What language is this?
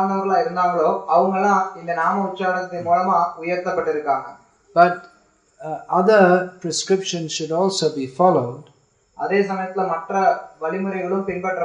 Tamil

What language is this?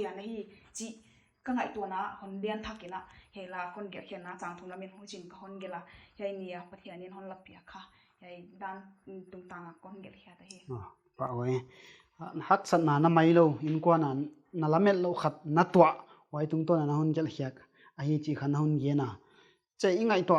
Paite Chin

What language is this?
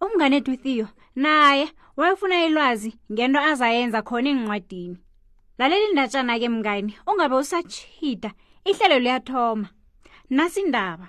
South Ndebele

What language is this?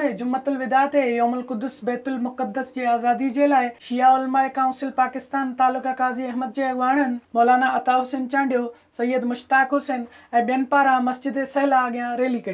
Sindhi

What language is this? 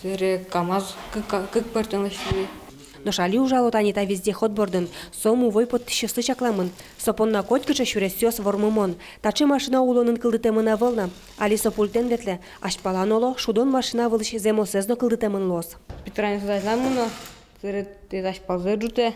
Udmurt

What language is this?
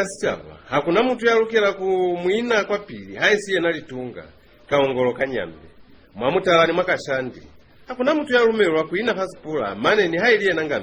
Lozi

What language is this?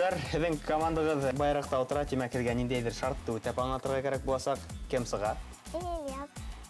Bashkir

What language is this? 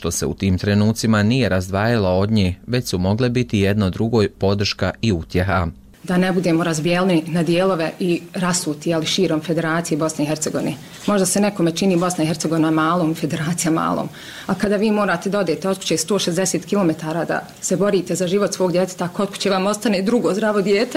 Bosnian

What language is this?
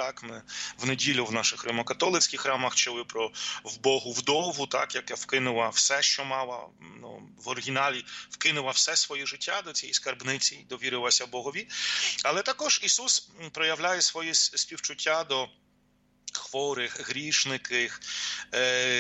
Ukrainian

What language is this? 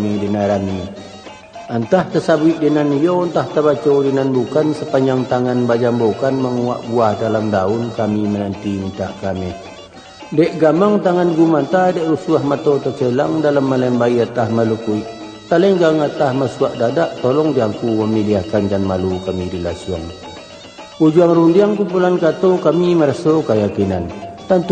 Minangkabau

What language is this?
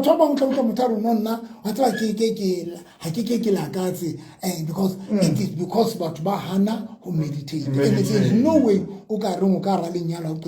Southern Sotho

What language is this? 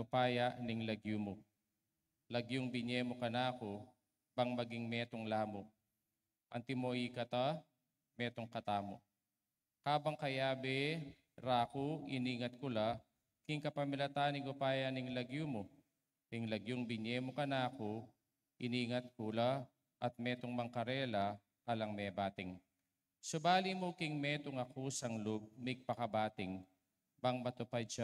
Pampanga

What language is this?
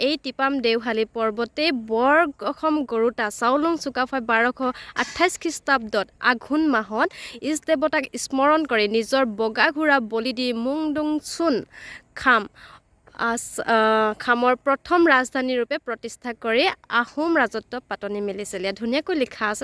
Assamese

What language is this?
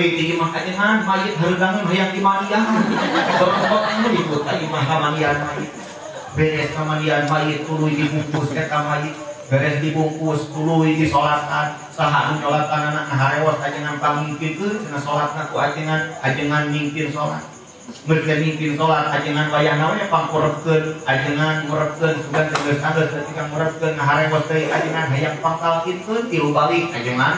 Sundanese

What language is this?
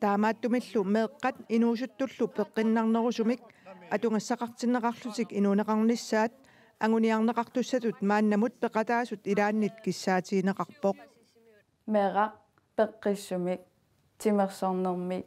Kalaallisut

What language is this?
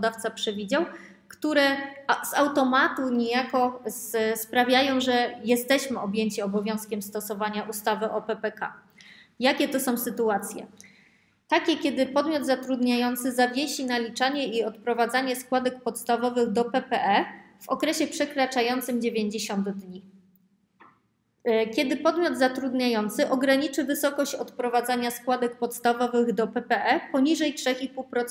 Polish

